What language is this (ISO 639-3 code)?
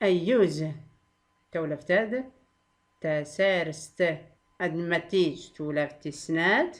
shi